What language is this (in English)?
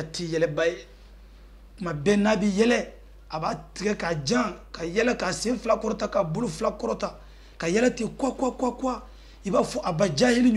Bambara